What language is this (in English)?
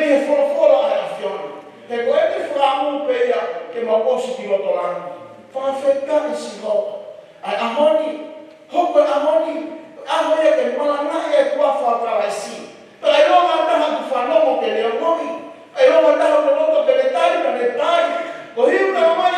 Tongan